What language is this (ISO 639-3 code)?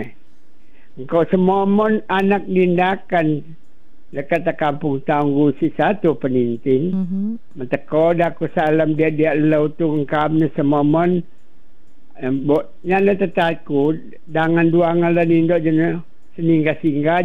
msa